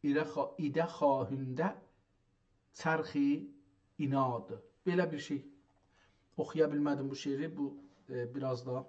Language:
South Azerbaijani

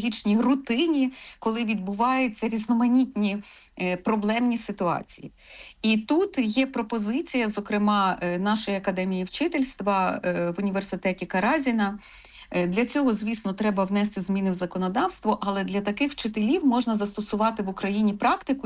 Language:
Ukrainian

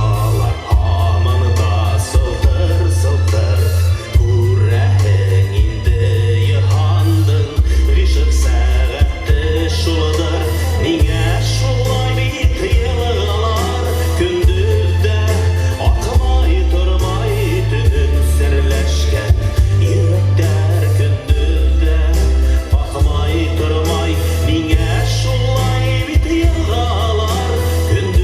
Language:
Bashkir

